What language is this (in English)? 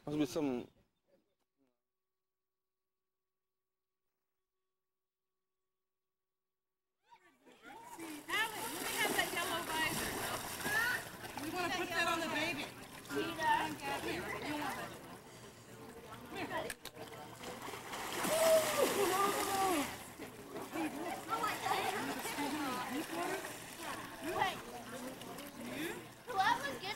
English